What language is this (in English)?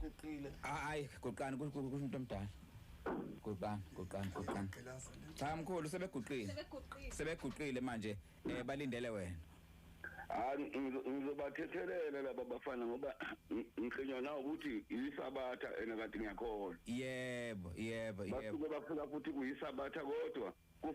Zulu